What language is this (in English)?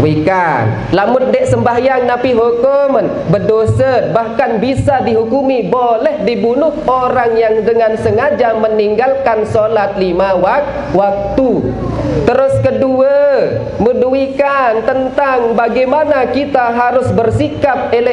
Sasak